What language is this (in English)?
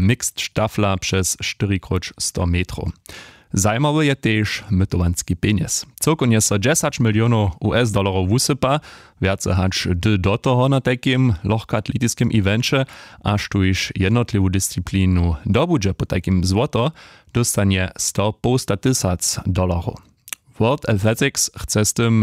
Upper Sorbian